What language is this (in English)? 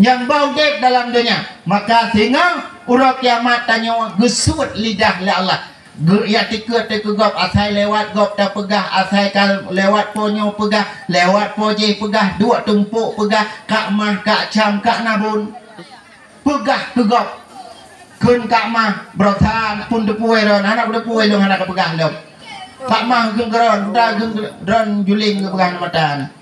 Achinese